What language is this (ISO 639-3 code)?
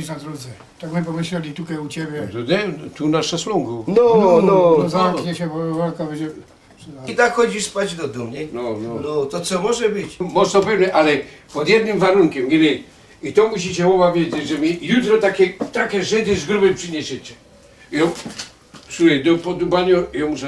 szl